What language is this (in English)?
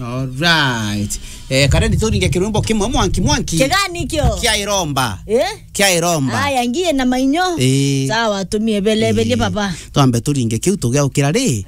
Meru